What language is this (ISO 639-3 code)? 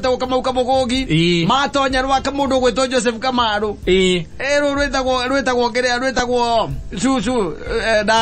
kik